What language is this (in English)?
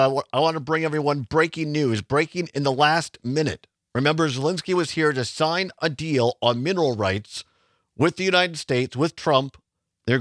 English